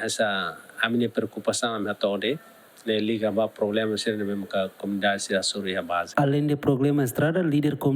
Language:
Tetum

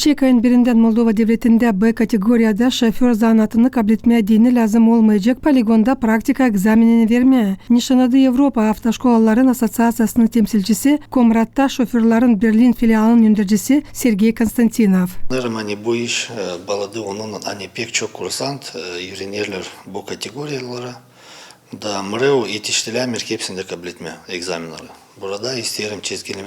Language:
Gagauz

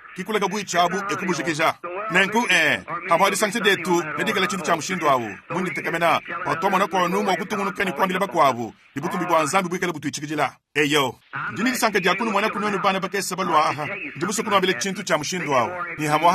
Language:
Luba-Lulua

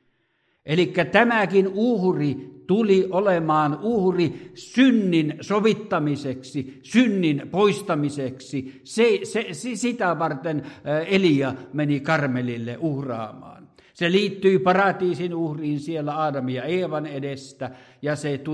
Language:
Finnish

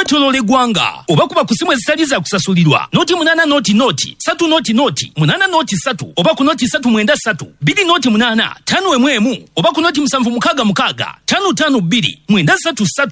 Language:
Ganda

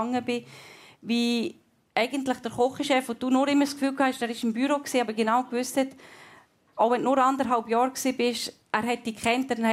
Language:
German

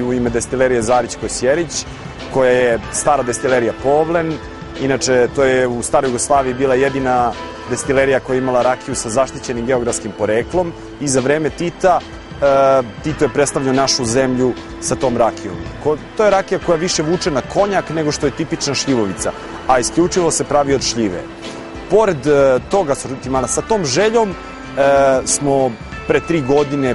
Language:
Serbian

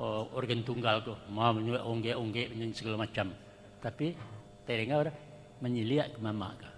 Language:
Minangkabau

